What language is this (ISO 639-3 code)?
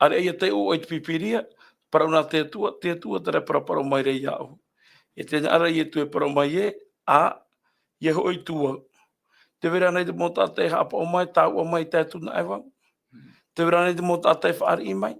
tah